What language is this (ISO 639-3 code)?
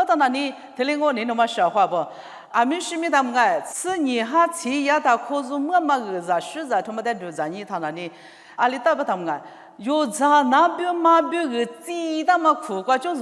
lis